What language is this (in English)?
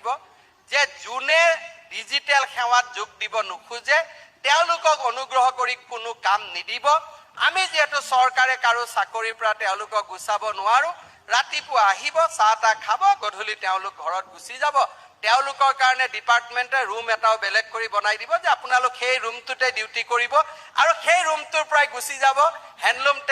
Assamese